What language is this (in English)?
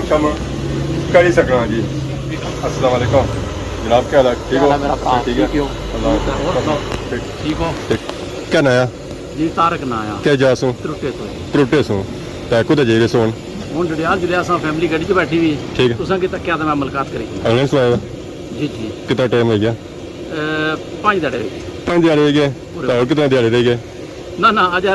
Pahari-Potwari